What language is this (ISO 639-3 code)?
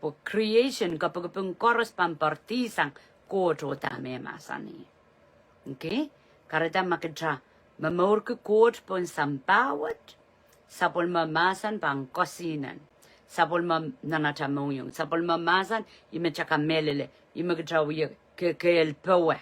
pon